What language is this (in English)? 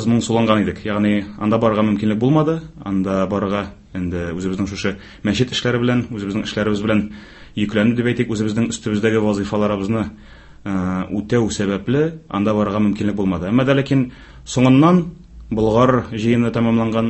Tatar